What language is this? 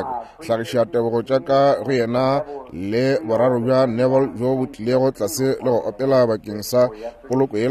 Northern Sotho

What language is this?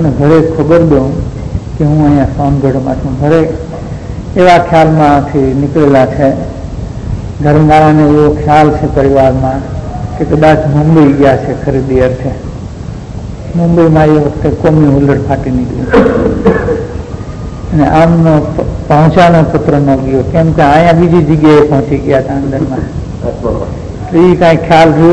Gujarati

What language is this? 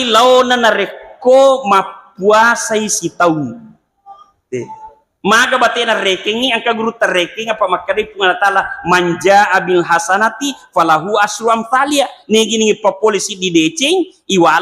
Buginese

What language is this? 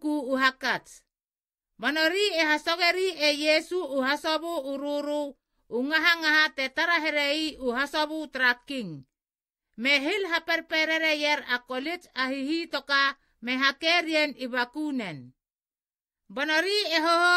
Halia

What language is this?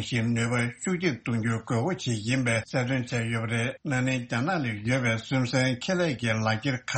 Tibetan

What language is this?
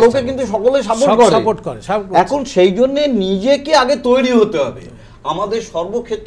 Bangla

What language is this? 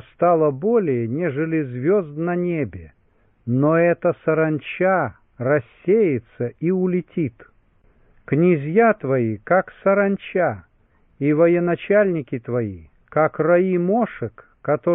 Russian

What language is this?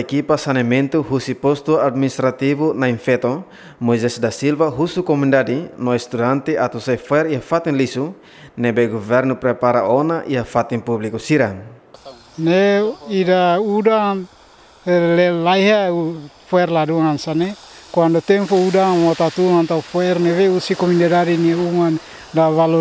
Tetum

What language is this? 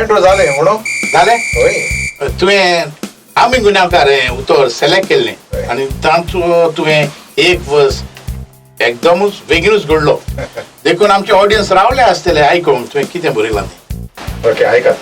Konkani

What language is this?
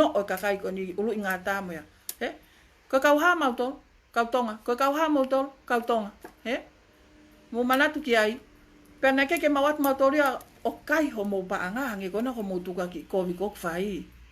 Tongan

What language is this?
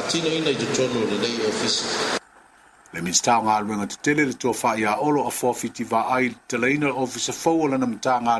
Samoan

